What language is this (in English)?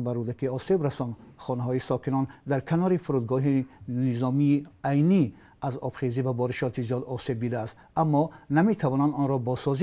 Persian